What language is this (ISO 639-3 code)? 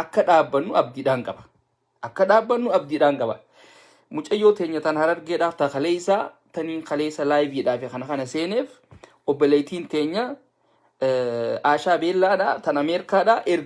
orm